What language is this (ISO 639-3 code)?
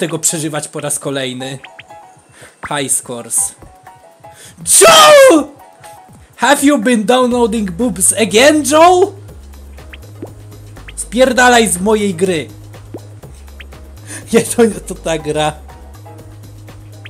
pol